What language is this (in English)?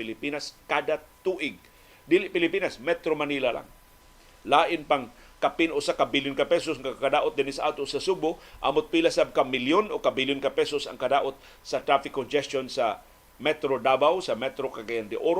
Cebuano